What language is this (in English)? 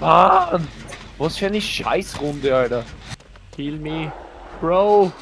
Bavarian